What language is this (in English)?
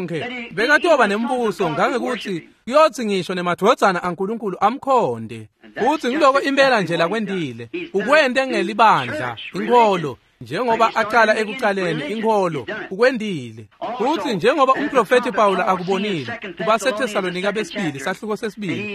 Swati